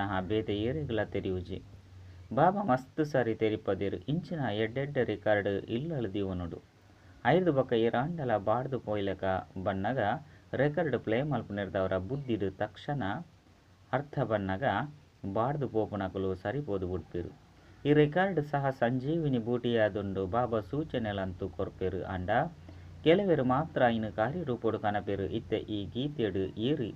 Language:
Tulu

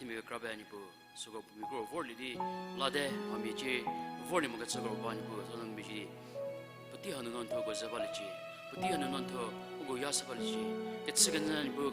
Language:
Angami Naga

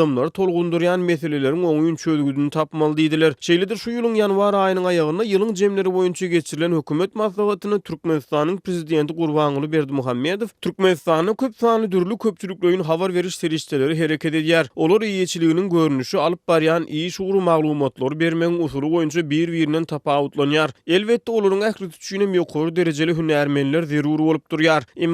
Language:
Turkmen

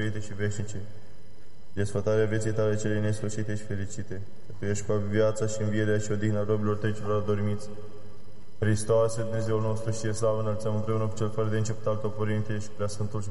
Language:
Romanian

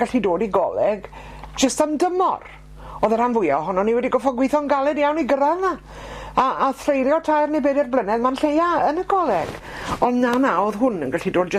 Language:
Welsh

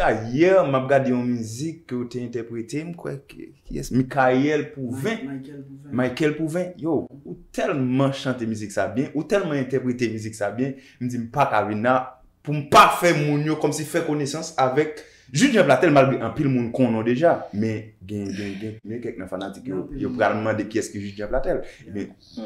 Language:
Haitian Creole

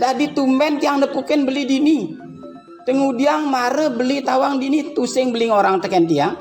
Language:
Balinese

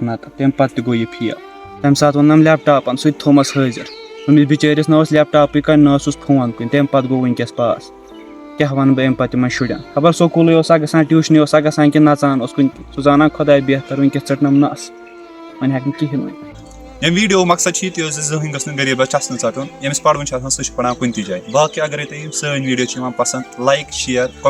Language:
Kashmiri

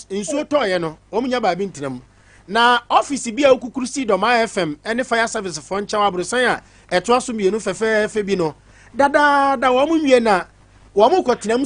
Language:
Akan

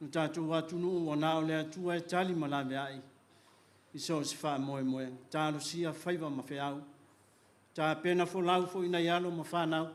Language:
Samoan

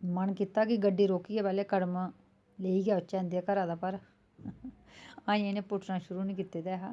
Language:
Dogri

